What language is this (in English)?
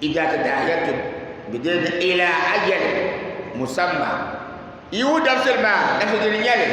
Dagbani